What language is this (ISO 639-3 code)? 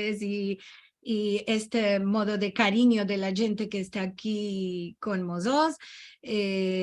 lad